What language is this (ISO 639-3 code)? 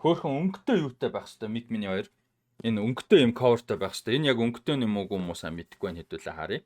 mon